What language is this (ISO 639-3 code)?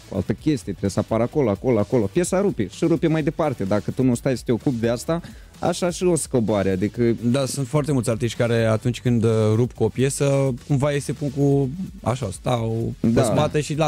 ron